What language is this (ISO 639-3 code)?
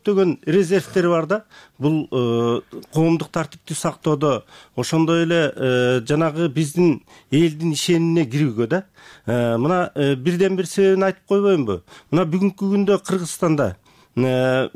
kir